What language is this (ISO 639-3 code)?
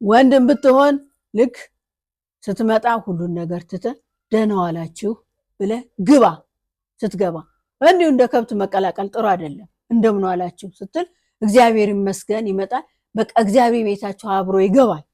amh